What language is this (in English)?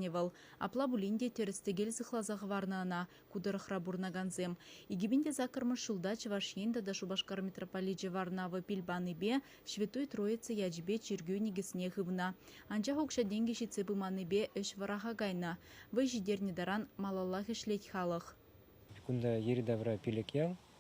Chuvash